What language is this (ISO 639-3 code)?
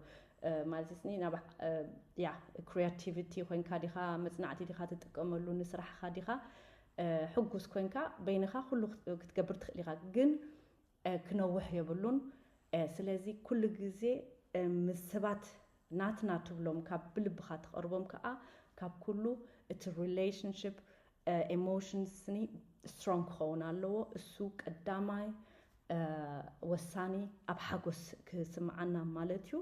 tir